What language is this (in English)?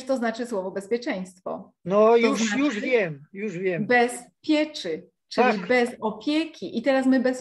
Polish